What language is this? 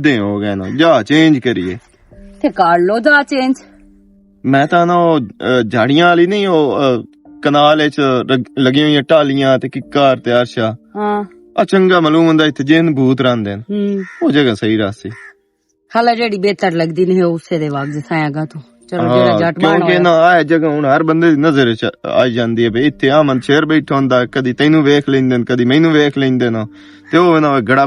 Western Panjabi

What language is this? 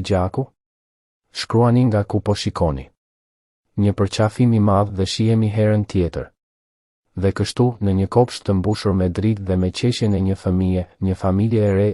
Albanian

